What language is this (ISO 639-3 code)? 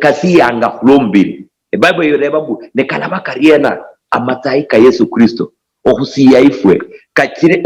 luy